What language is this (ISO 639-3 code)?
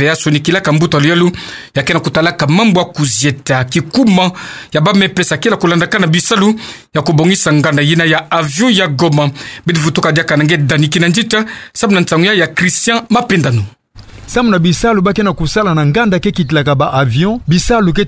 ktu